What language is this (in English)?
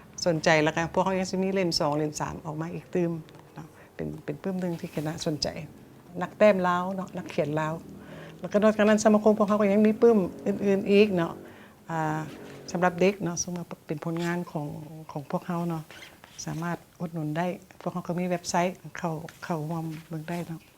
Lao